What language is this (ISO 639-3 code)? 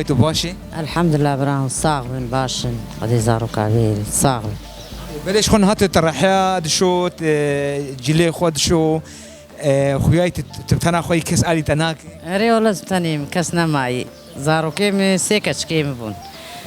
kur